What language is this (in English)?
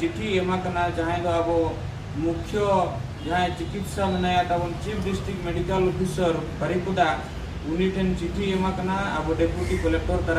Santali